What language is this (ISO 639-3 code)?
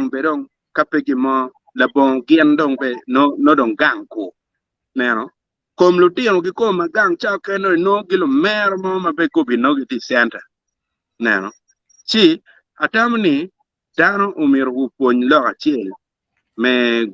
ach